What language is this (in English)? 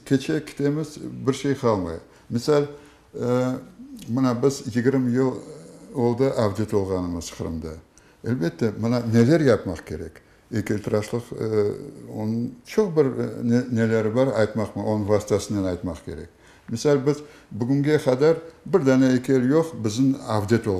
Crimean Tatar